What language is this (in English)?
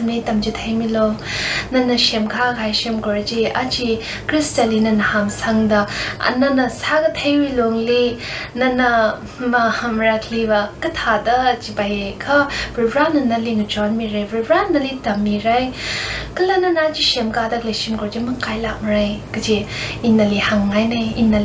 Tangkhul Naga (India)